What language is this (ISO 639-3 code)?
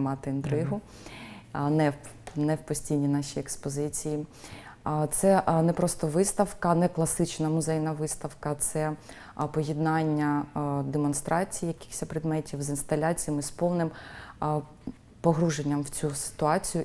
ukr